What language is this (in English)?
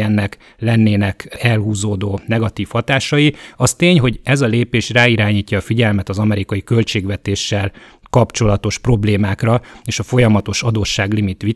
Hungarian